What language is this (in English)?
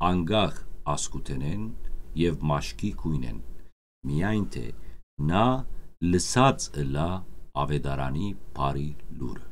Western Armenian